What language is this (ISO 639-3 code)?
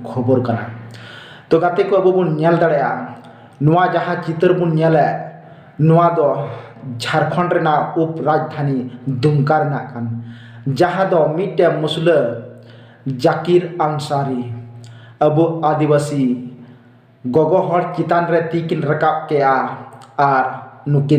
sat